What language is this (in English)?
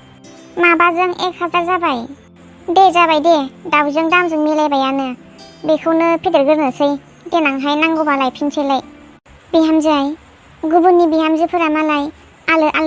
Bodo